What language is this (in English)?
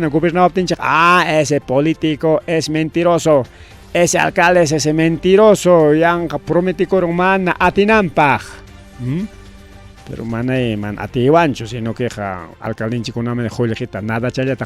Ayacucho Quechua